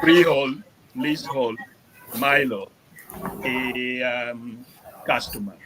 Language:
Acoli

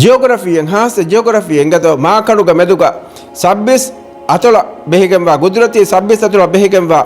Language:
Divehi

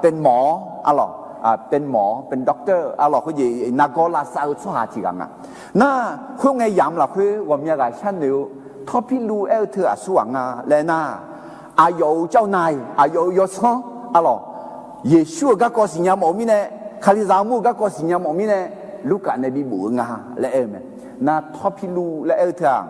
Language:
Akha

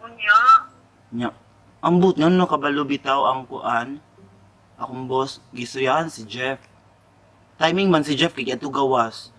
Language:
Cebuano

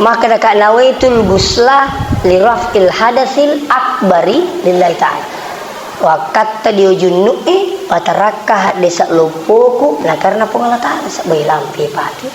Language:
Buginese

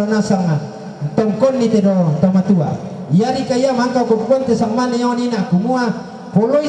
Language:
Toraja-Sa'dan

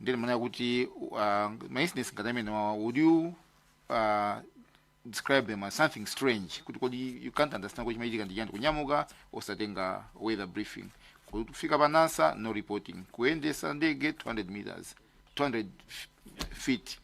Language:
Nyanja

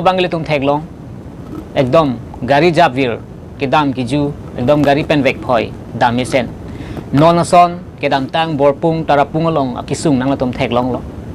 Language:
Karbi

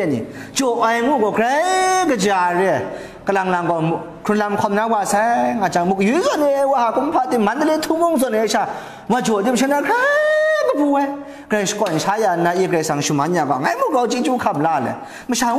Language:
Kachin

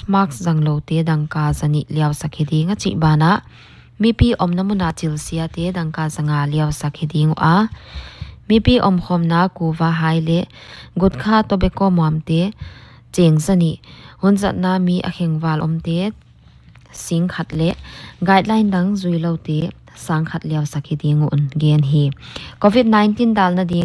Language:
Paite Chin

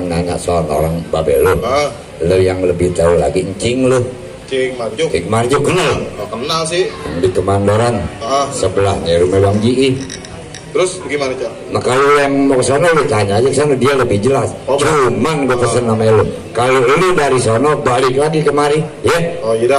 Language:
Betawi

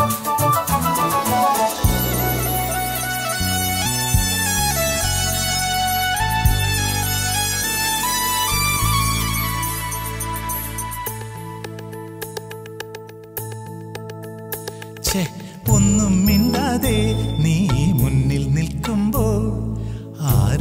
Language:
Malayalam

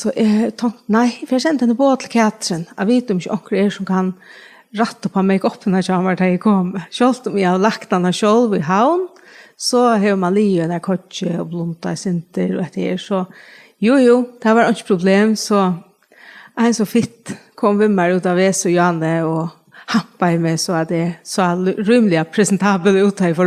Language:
Faroese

